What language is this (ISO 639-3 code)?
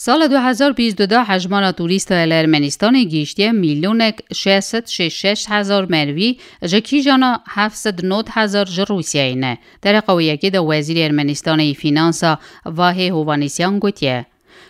kur